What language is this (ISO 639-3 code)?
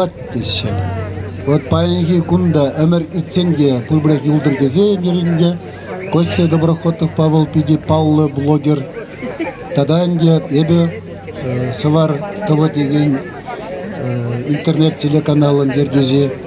chv